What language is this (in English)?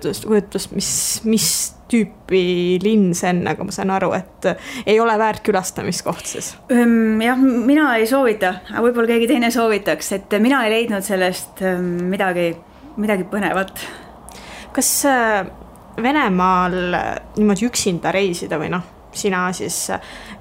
Estonian